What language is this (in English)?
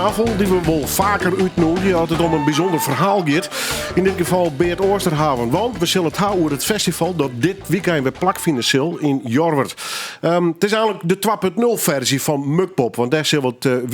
Western Frisian